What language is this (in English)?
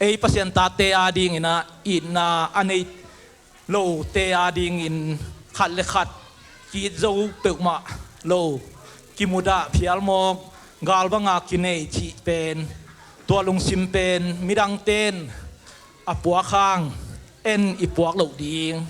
Tedim Chin